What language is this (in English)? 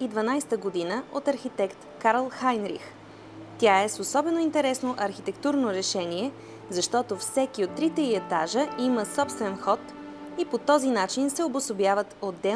Bulgarian